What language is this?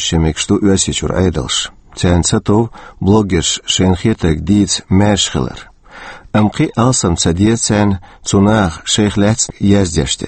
Chechen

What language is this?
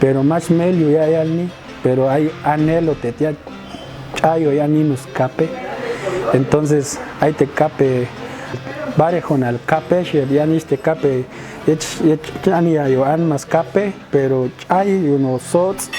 Popti'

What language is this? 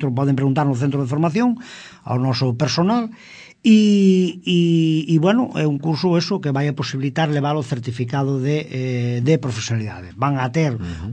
Galician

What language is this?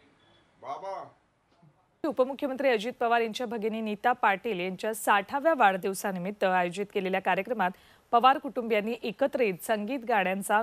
Marathi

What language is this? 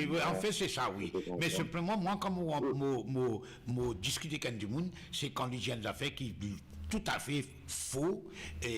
Morisyen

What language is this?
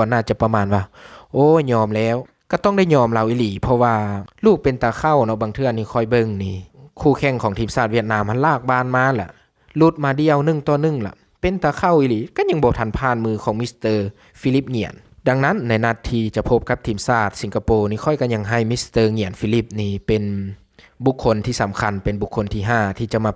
Lao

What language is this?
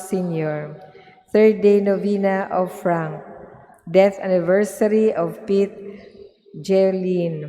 Cebuano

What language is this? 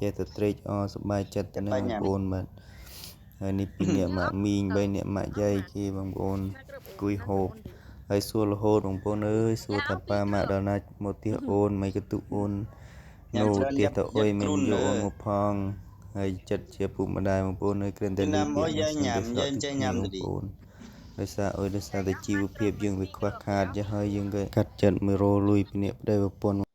Khmer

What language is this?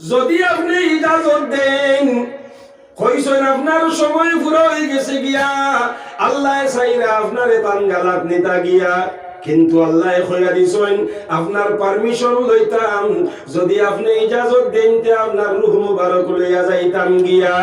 Sylheti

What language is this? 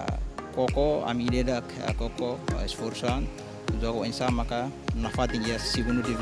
Tetum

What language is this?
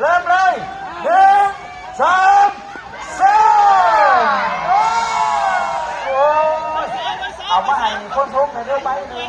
Lao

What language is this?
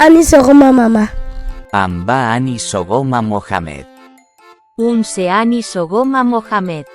Bambara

